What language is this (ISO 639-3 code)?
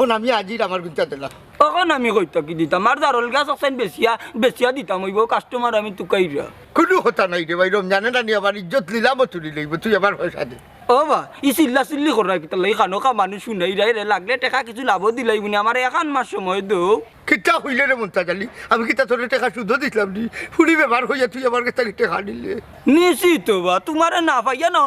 syl